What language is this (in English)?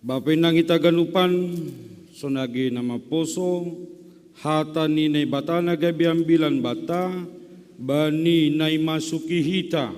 Batak Simalungun